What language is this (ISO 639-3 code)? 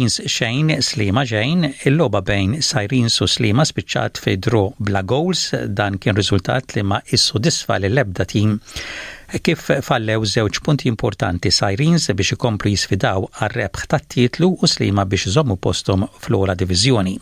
mlt